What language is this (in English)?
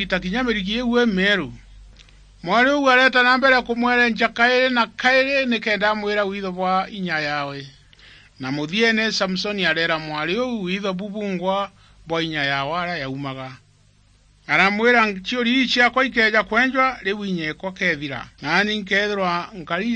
Meru